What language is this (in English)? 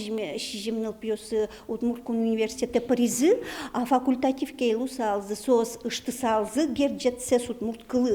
Udmurt